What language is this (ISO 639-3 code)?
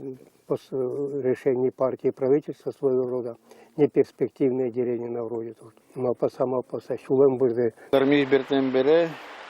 udm